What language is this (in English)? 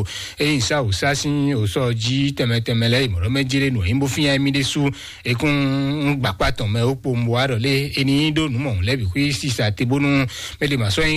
Fon